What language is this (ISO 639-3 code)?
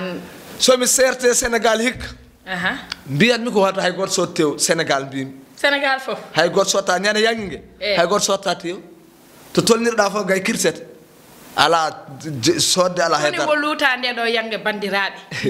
ful